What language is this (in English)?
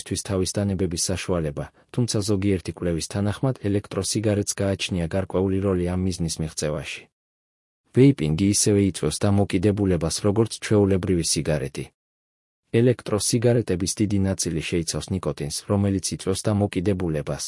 Georgian